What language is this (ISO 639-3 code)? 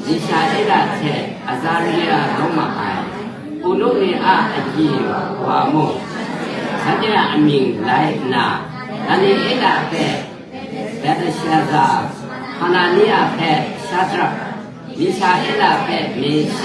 kac